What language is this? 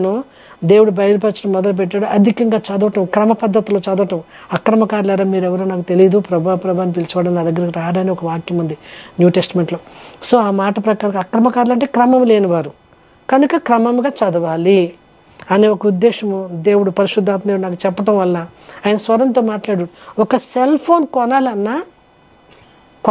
Telugu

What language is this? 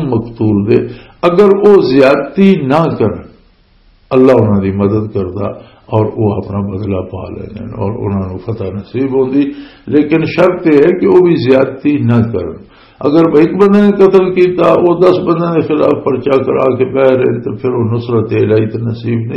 Western Panjabi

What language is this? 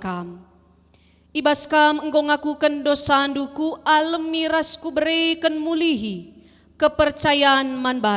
Batak Karo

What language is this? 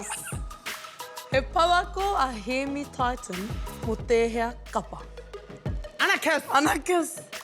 Māori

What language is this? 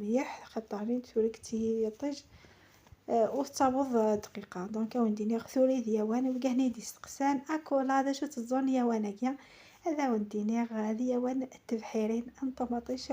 Kabyle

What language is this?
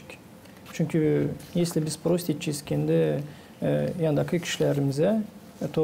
Gagauz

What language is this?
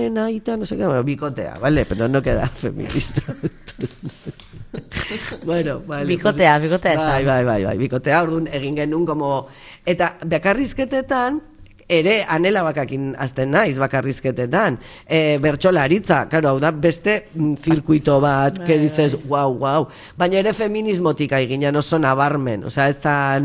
Basque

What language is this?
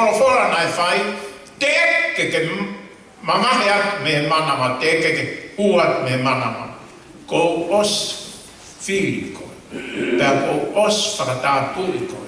Tongan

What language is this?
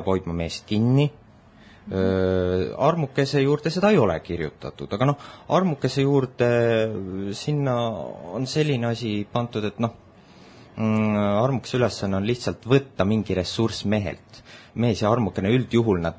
Estonian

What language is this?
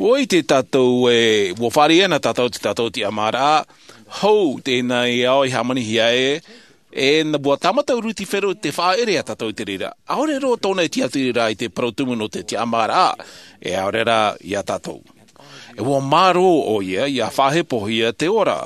Tahitian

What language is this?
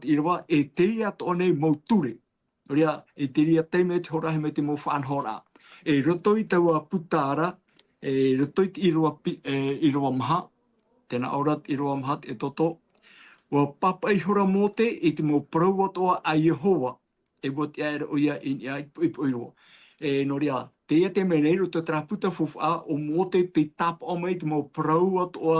Tahitian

